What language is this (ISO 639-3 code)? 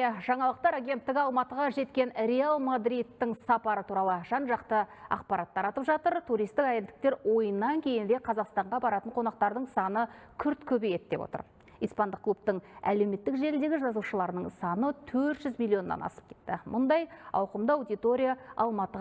kaz